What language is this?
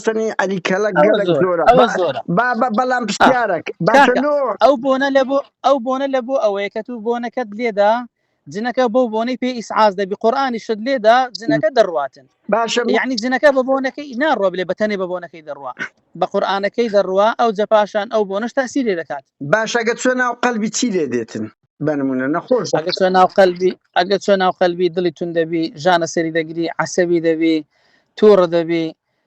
Central Kurdish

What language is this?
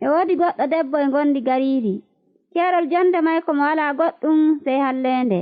Nigerian Fulfulde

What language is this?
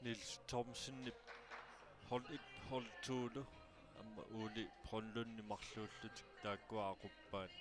Kalaallisut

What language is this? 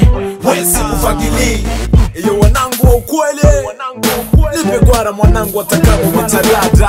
Swahili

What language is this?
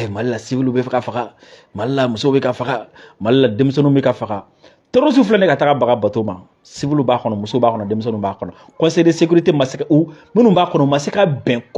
Bambara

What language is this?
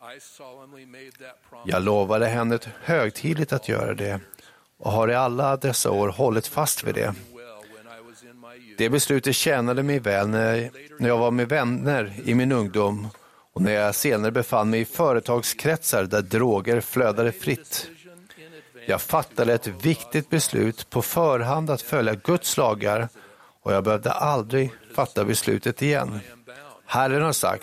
Swedish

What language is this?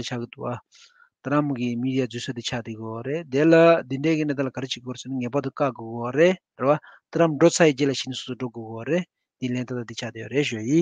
Tibetan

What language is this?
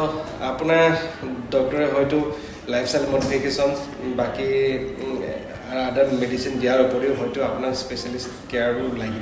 Assamese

